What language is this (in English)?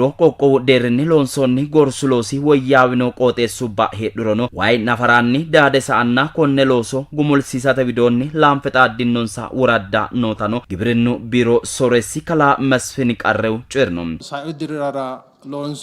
Sidamo